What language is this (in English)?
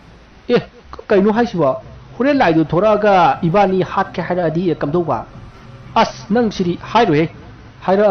Manipuri